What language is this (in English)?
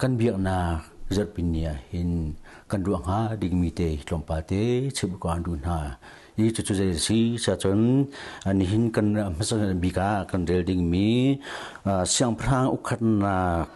Hakha Chin